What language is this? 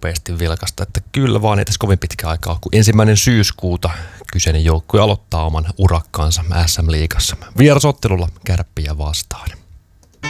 Finnish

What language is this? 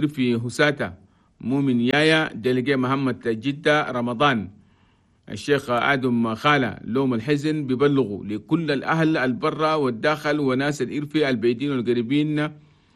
Chadian Arabic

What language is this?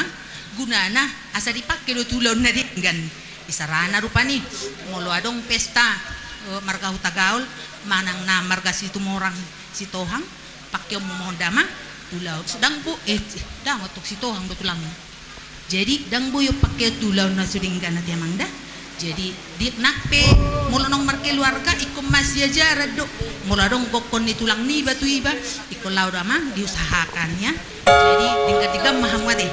Batak Toba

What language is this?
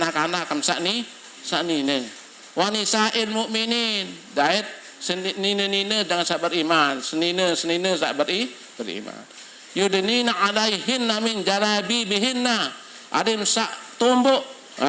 Sasak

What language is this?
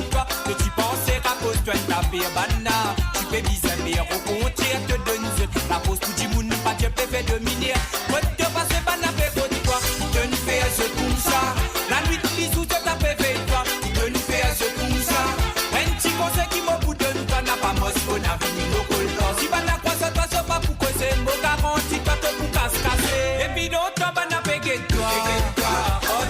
Morisyen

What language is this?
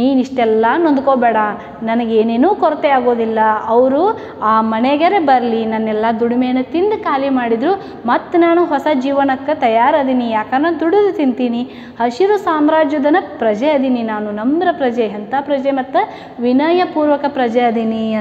Kannada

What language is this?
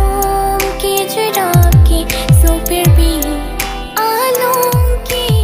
Karbi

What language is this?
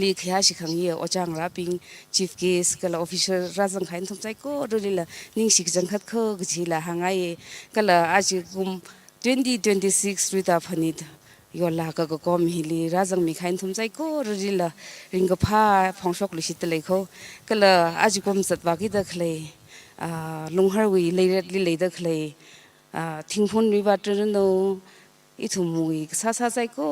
Tangkhul Naga (India)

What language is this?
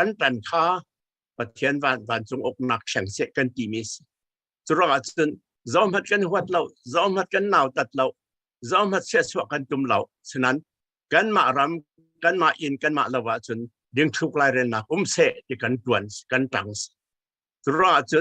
Falam Chin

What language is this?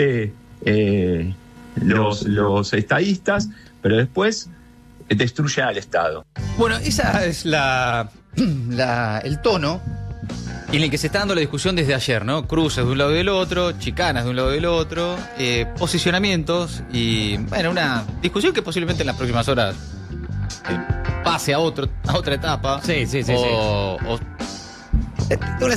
Spanish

